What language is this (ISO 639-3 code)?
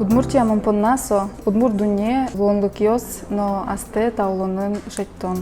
udm